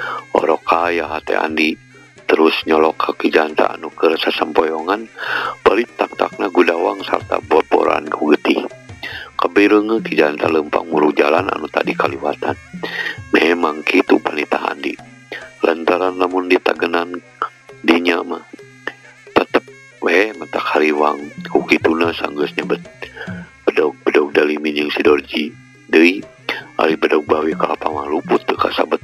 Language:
Sundanese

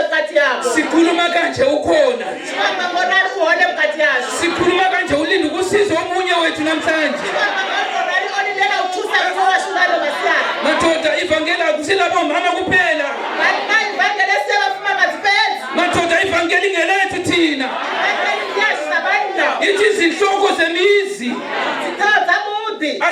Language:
Venda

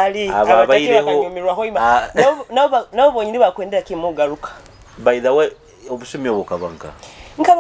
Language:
Nyoro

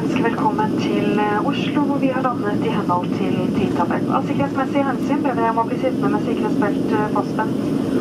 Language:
Norwegian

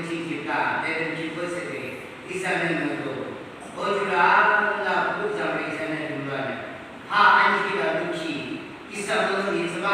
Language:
Yimchungru Naga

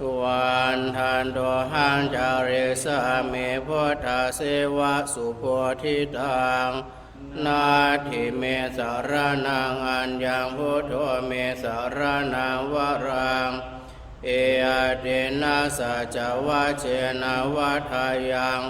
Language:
Pali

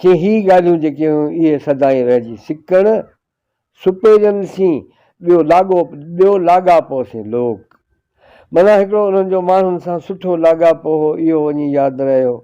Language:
Sindhi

